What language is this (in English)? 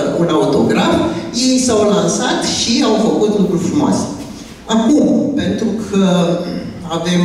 Romanian